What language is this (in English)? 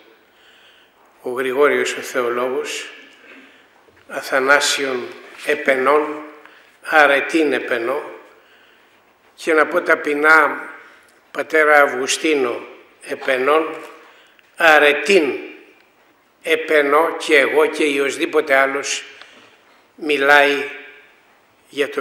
Greek